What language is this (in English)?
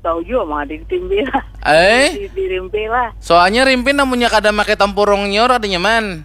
Banjar